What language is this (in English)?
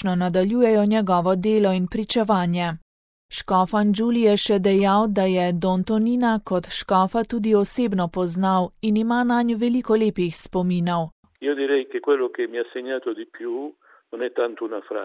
Slovenian